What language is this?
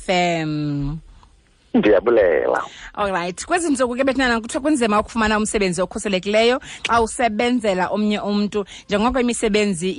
Xhosa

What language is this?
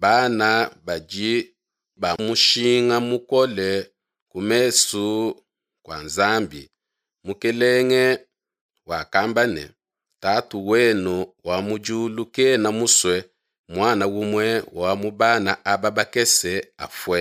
Luba-Lulua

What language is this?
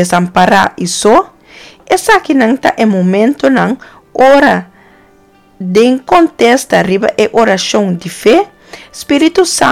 Papiamento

